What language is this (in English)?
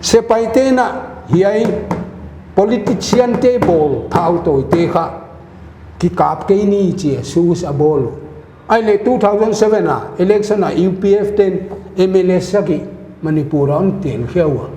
Paite Chin